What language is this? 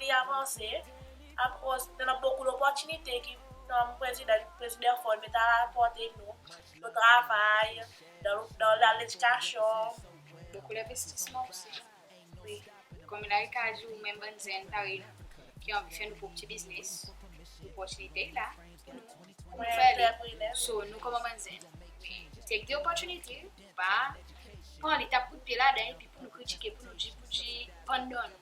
Seselwa Creole French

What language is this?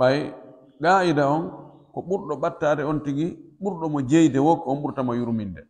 Pular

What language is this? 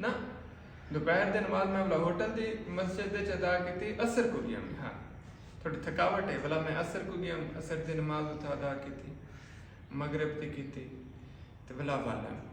Saraiki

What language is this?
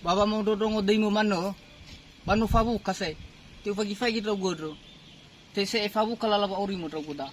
Nias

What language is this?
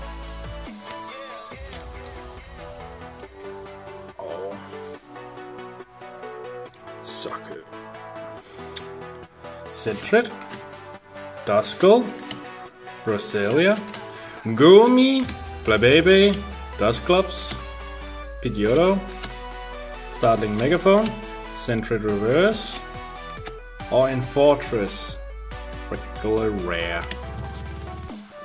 Danish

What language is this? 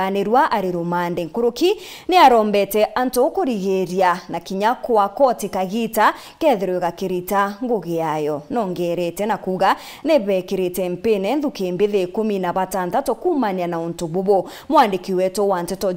Meru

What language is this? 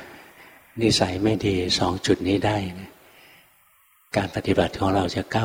Thai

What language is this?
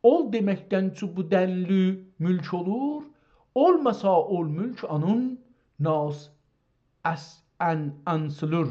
South Azerbaijani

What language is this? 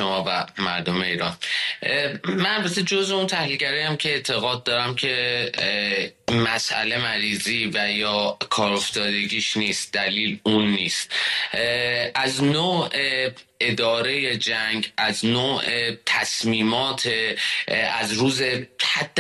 Persian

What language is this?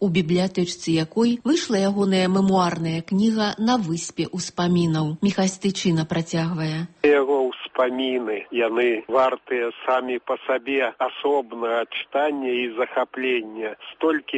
Belarusian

